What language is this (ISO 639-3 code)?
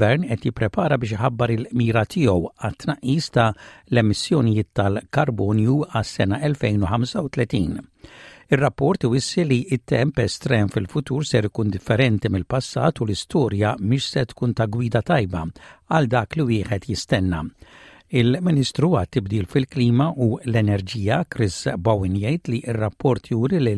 mlt